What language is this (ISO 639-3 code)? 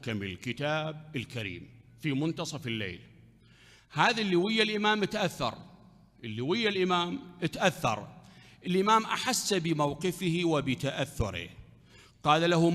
acm